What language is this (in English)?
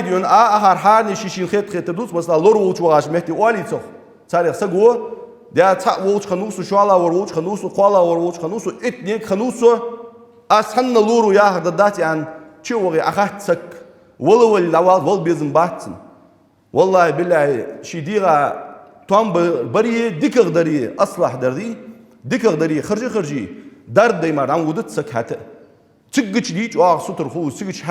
Ingush